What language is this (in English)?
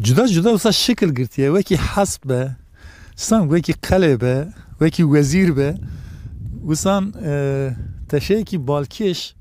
Kurdish